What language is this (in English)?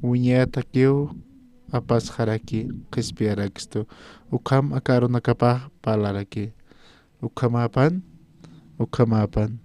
Aymara